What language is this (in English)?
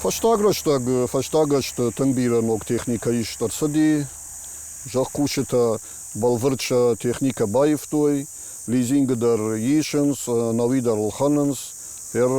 Ossetic